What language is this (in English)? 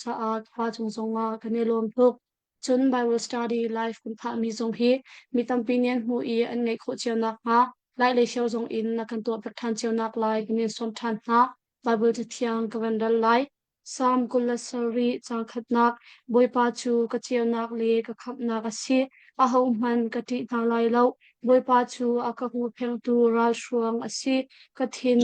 Hakha Chin